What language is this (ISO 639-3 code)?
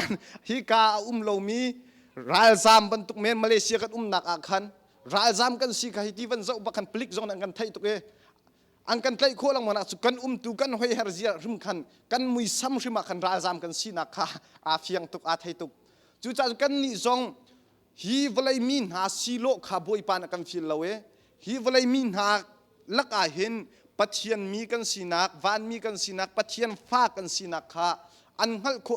cnh